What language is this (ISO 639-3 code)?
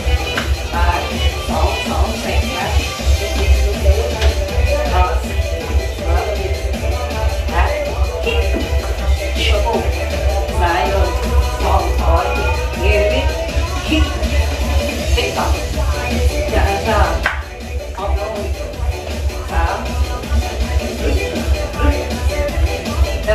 tha